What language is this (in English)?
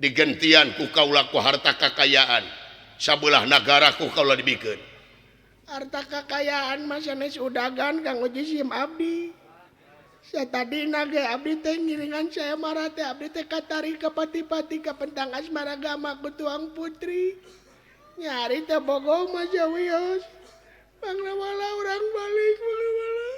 Sundanese